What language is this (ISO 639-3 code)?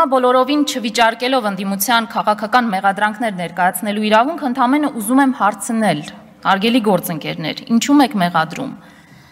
hye